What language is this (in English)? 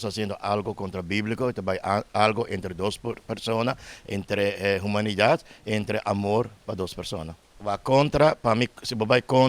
Papiamento